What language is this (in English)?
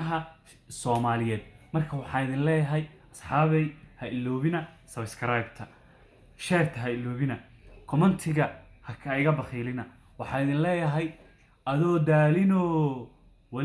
Somali